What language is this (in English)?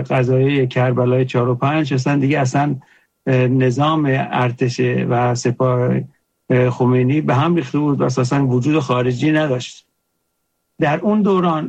Persian